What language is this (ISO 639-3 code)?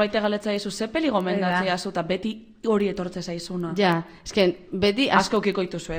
eus